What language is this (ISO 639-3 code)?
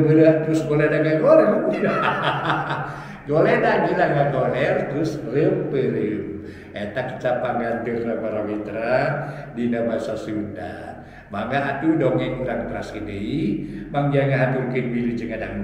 sun